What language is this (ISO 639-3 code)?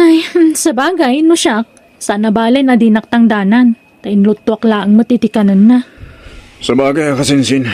ilo